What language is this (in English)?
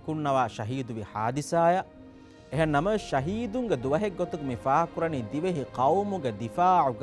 Divehi